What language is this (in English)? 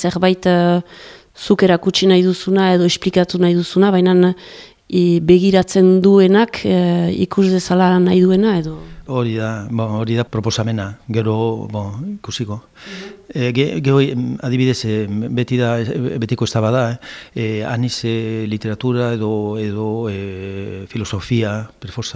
Basque